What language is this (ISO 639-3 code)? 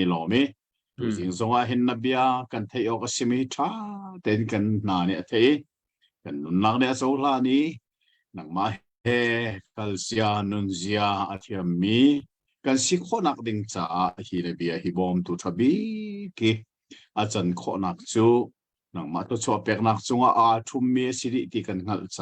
cnh